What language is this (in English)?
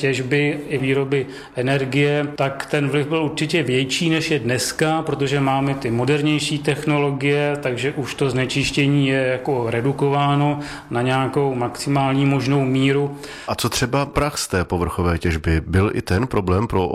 Czech